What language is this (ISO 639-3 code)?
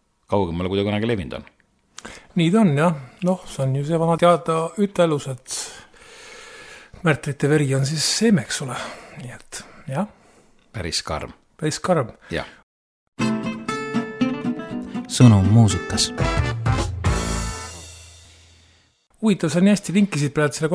est